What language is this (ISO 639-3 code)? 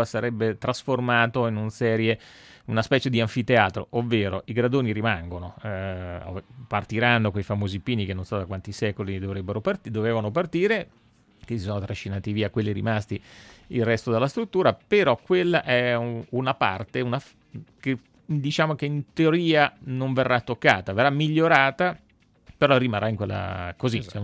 ita